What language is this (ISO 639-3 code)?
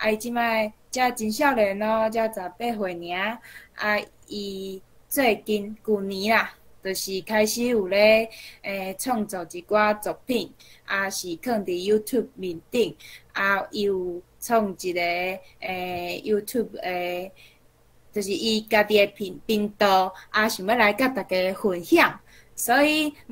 nan